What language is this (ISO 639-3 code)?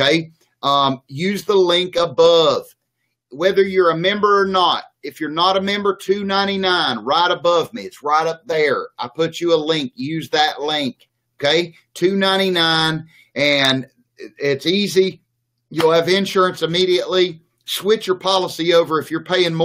eng